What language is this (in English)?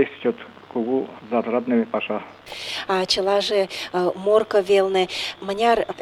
Mari